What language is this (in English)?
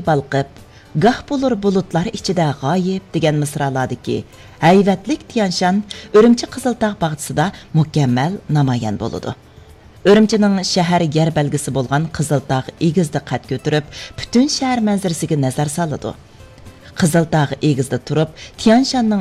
Uyghur